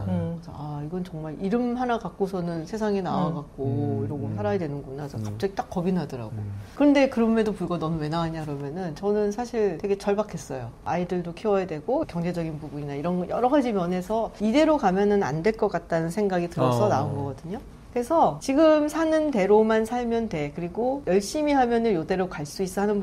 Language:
Korean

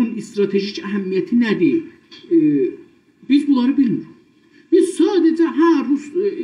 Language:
South Azerbaijani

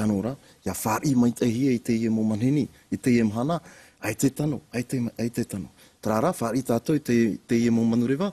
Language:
Tahitian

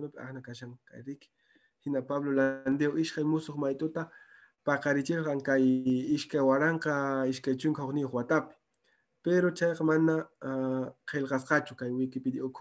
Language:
Quechua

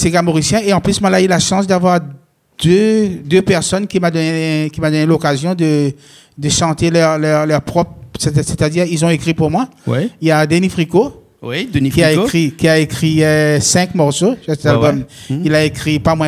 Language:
Réunion Creole French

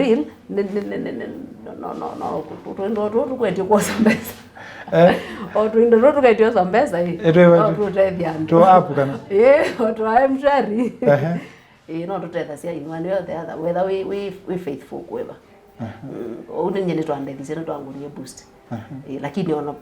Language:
Kamba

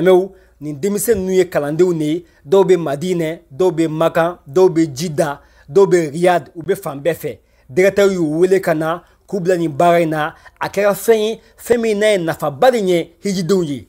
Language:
Bambara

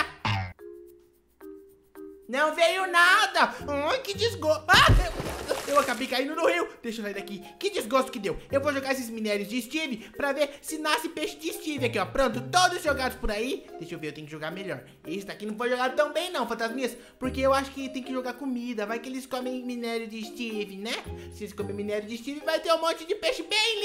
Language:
Portuguese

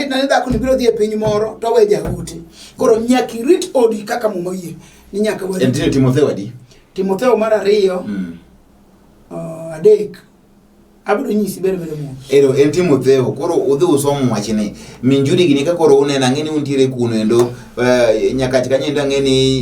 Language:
Luo (Kenya and Tanzania)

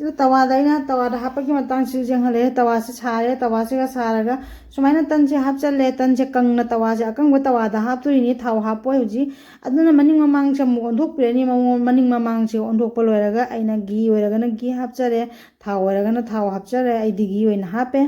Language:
Manipuri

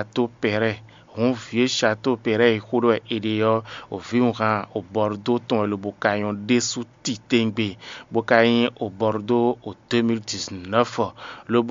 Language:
Fon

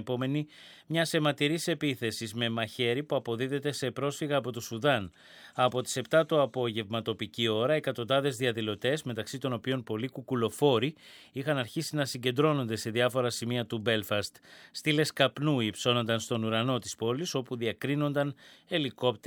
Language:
Greek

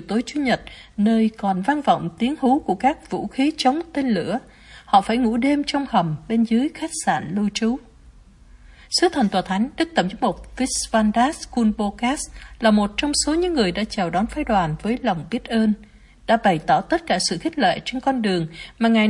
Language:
Vietnamese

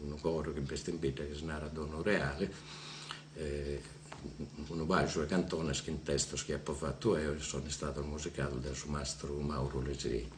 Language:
Sardinian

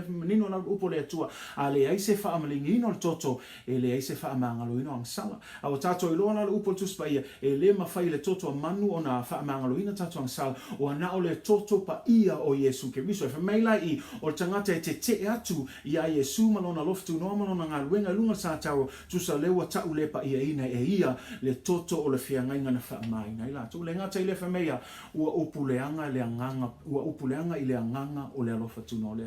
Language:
Samoan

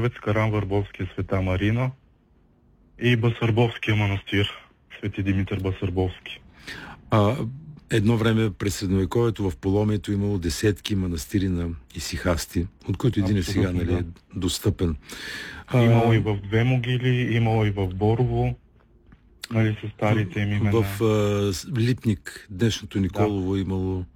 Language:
Bulgarian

